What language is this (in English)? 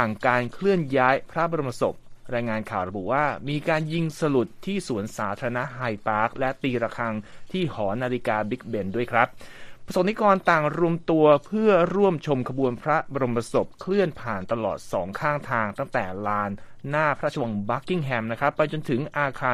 Thai